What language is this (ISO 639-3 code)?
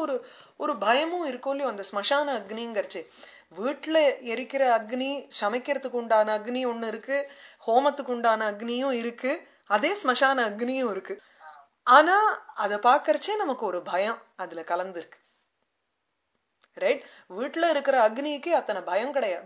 tam